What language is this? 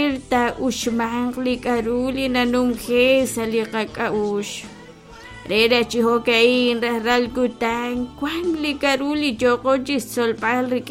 Kekchí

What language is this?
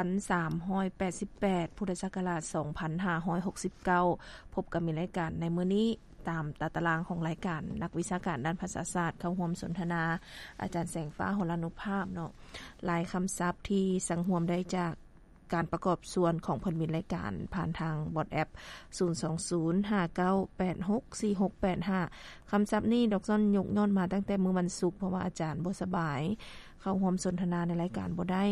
Lao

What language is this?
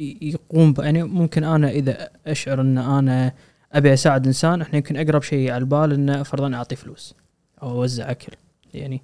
Gulf Arabic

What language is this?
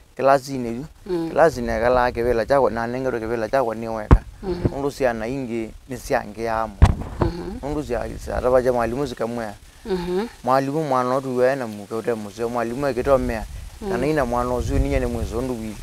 Kamba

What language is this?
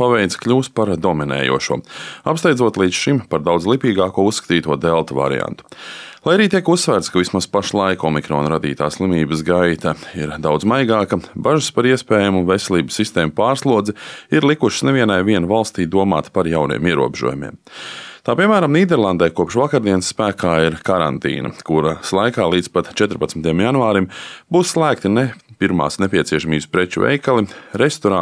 Latvian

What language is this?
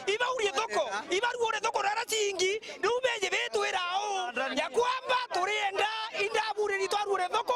Meru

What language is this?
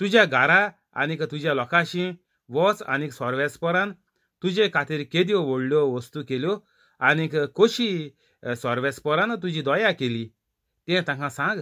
Konkani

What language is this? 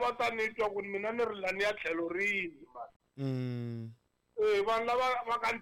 Tsonga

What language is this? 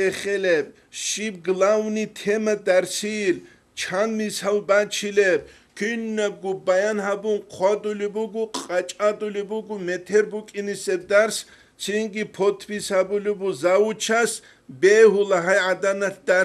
Avaric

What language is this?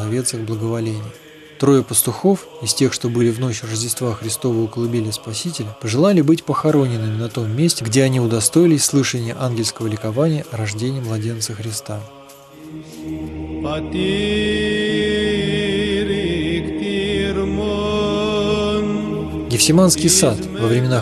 Russian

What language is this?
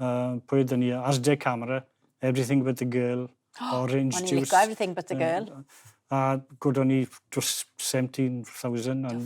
Welsh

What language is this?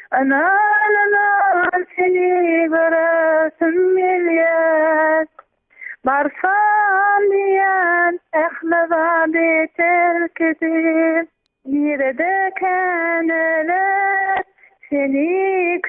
Turkmen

